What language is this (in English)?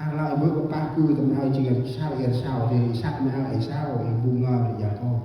Central Mnong